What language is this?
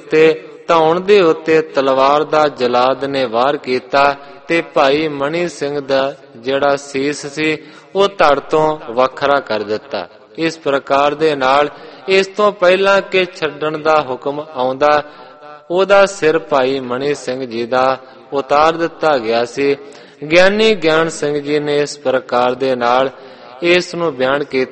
Punjabi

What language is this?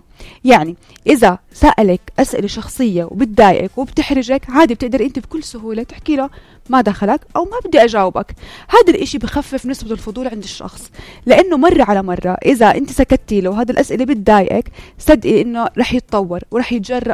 North Levantine Arabic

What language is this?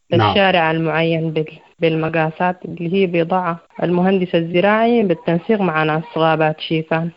Sudanese Arabic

